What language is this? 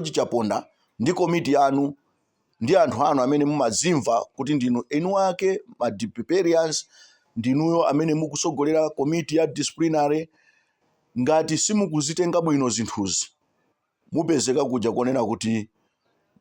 Nyanja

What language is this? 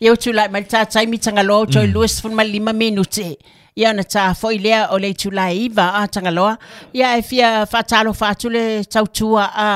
Samoan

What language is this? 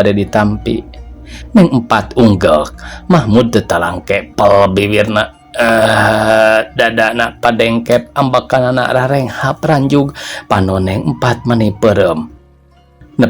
Sundanese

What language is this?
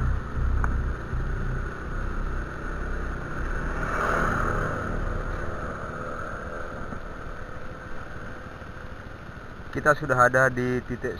Indonesian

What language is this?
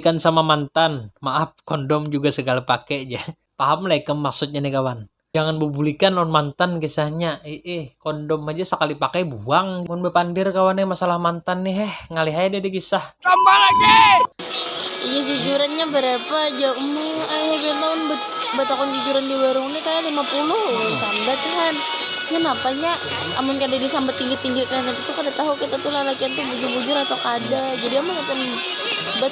Banjar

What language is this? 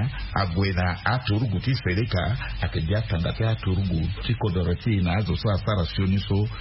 Sango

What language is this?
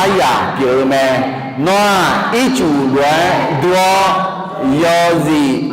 Akha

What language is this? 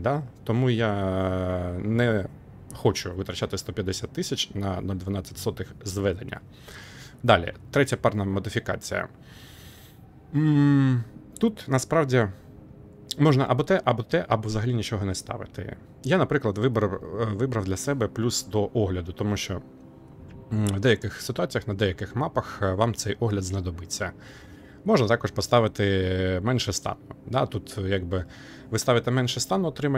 Ukrainian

